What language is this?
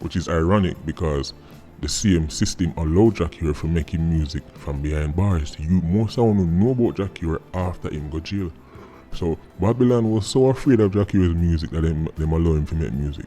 Jamaican Creole English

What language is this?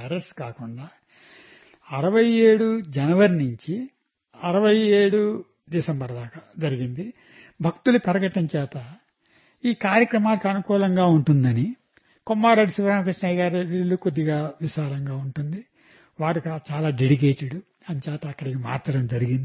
Telugu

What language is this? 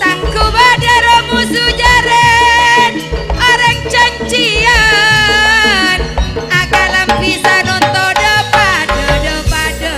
Madurese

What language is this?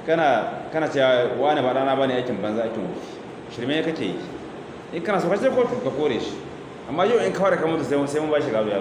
Hausa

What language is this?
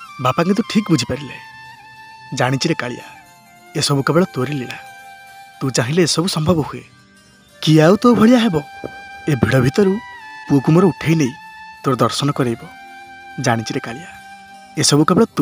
Odia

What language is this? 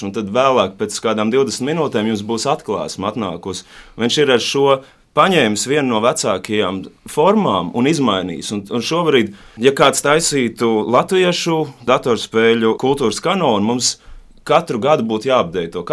Latvian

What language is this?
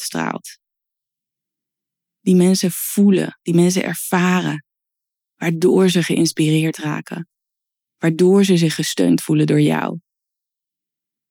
Dutch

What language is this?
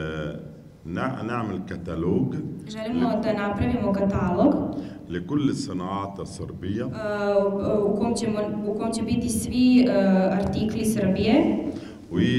Serbian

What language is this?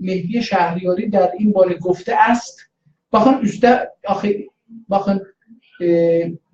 South Azerbaijani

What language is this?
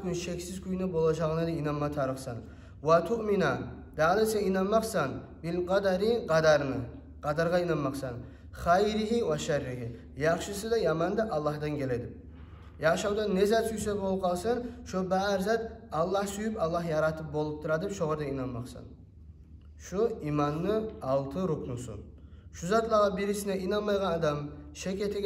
Kumyk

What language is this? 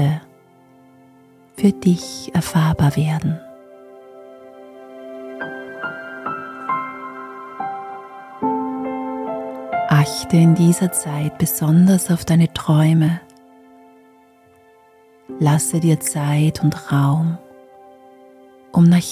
German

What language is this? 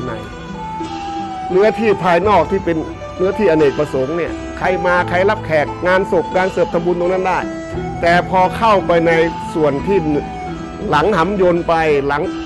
Thai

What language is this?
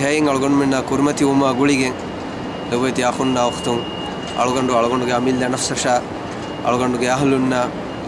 Divehi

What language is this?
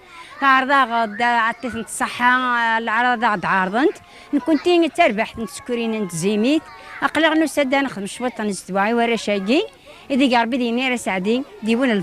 Kabyle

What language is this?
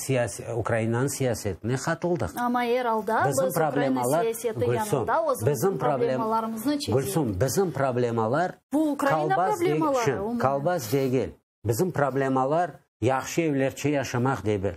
Crimean Tatar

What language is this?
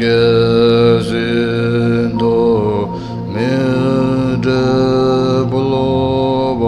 Tibetan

